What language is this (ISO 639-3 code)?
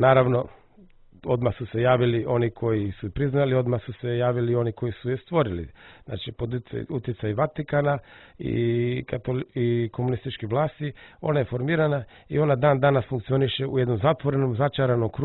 srp